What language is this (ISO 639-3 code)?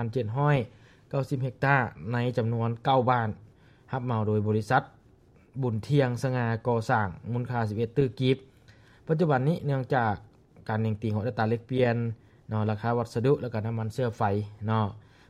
lao